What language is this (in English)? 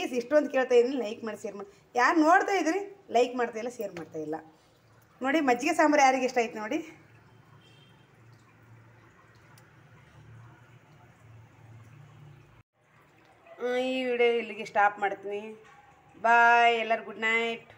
Kannada